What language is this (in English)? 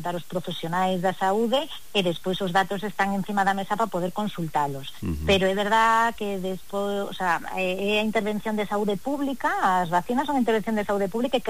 Galician